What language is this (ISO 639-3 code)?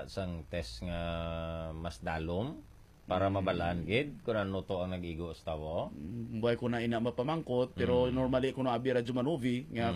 hil